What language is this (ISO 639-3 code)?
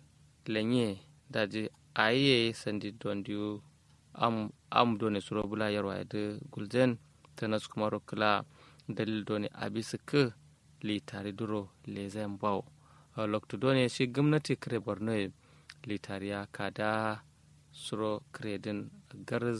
kau